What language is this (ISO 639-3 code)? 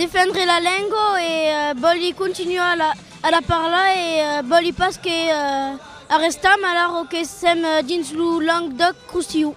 oci